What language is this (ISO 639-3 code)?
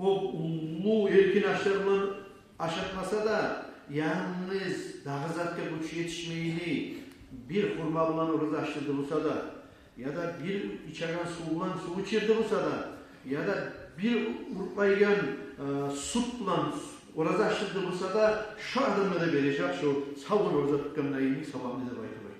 kum